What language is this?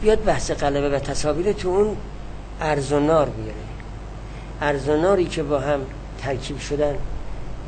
Persian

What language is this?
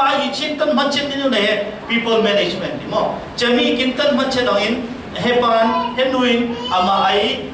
Falam Chin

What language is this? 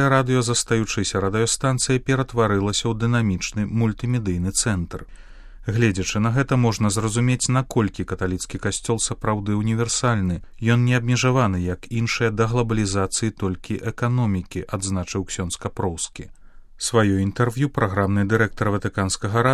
Belarusian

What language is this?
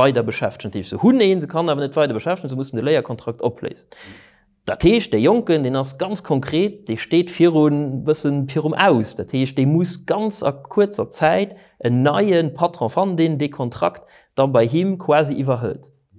Luxembourgish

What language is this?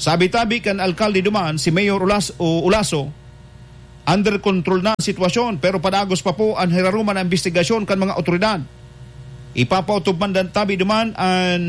Bikol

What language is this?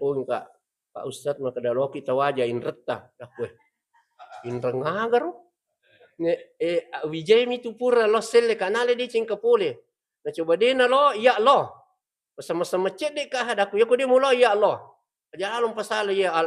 Buginese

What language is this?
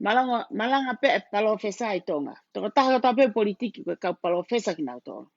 Tongan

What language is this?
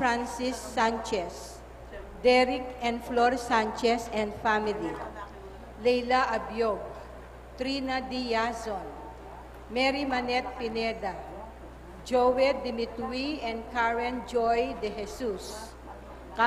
Pampanga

